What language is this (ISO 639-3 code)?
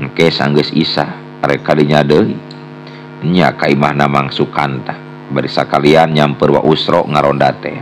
sun